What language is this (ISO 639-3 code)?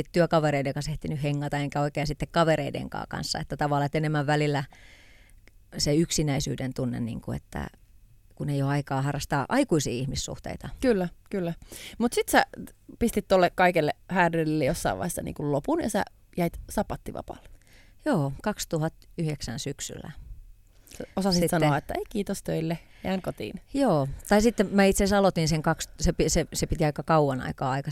fin